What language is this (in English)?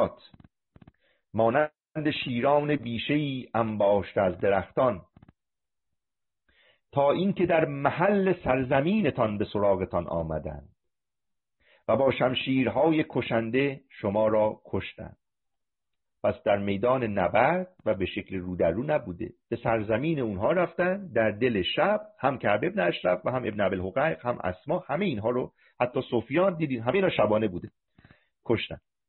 Persian